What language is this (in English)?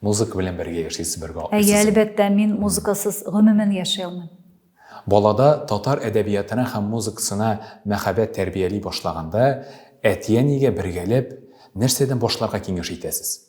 Tatar